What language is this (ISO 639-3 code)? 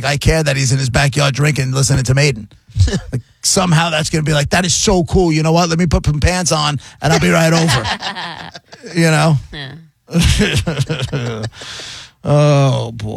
eng